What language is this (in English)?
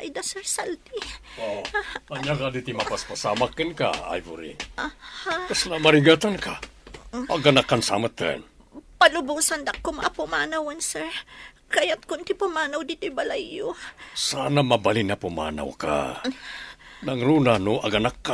Iloko